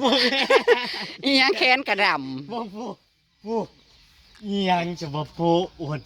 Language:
Northeastern Thai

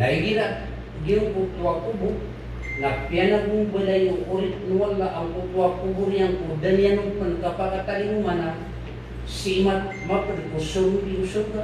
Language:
Maranao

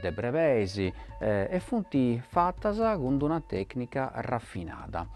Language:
Sardinian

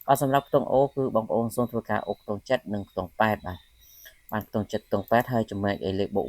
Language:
Khmer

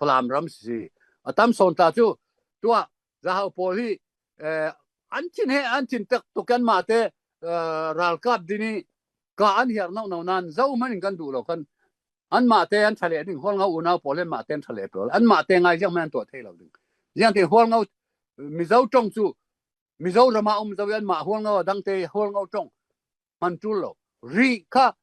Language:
Falam Chin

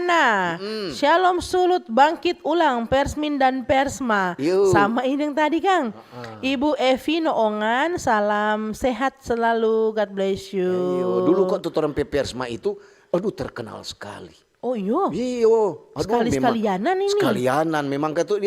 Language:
Manado Malay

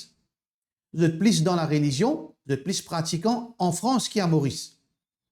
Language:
Morisyen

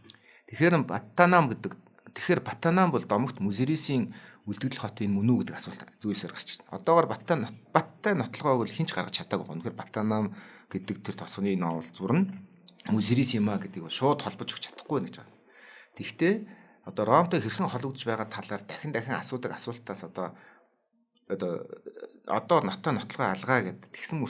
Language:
Mongolian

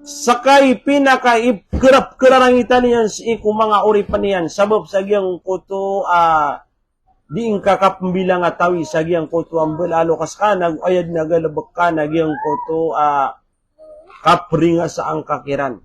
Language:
Maranao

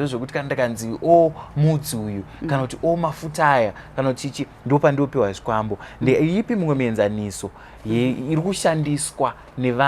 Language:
Shona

